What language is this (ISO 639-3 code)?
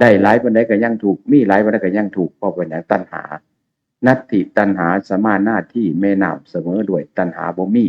tts